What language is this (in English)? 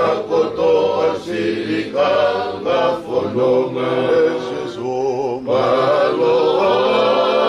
Tongan